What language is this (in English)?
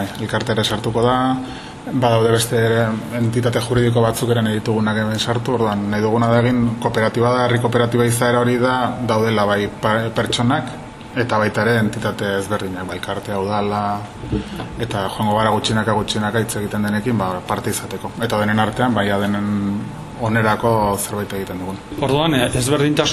Basque